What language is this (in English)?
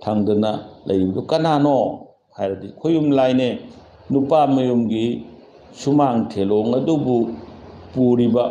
Manipuri